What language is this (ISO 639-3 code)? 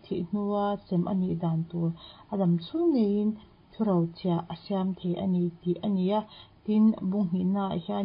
lus